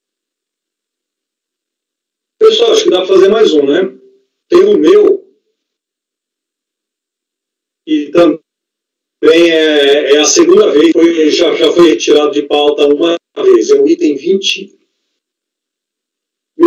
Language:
Portuguese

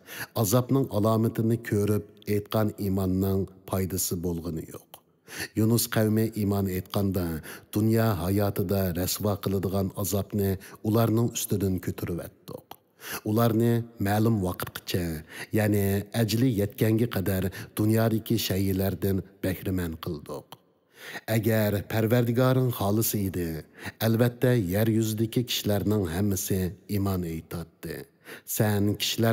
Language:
Uyghur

